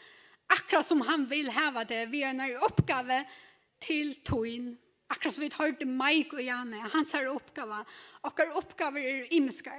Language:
Faroese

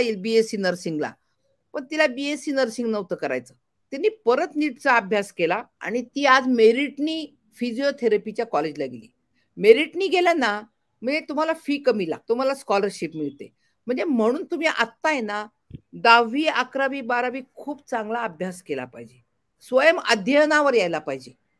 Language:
Marathi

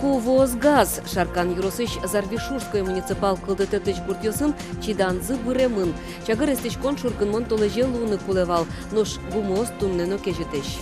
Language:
Udmurt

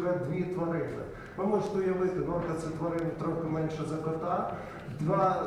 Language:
Ukrainian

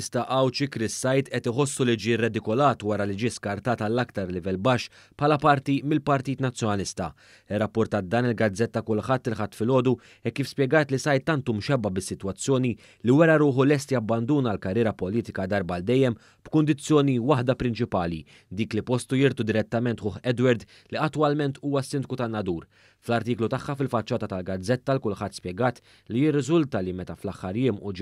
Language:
Maltese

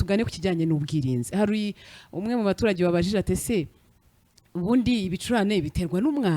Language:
Kinyarwanda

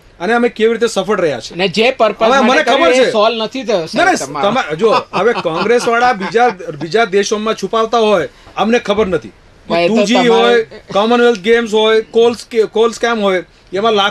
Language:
Gujarati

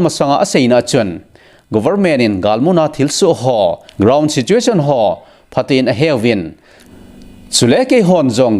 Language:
Thado Chin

